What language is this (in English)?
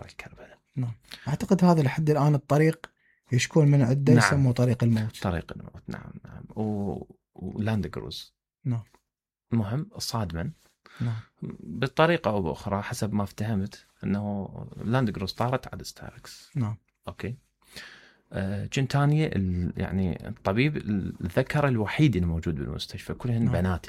Mesopotamian Arabic